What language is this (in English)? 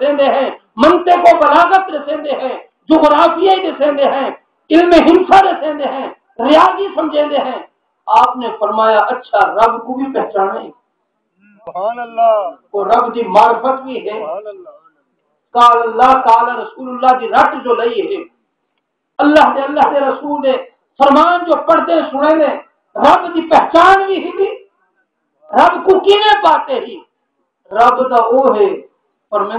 Saraiki